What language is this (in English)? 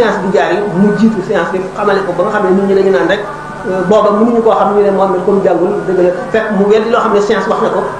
Wolof